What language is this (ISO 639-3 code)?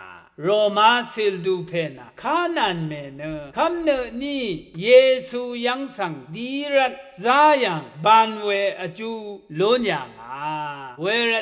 raw